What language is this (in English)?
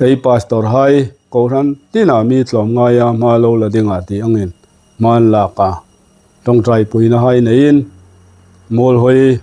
Hmar